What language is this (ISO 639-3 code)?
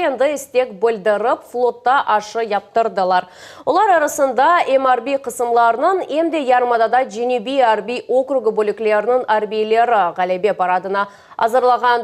crh